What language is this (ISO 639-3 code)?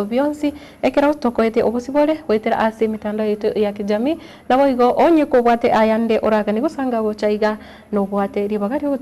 guz